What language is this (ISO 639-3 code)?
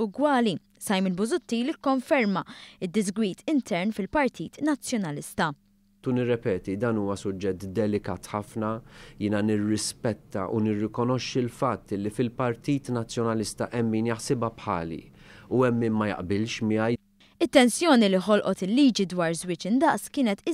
mlt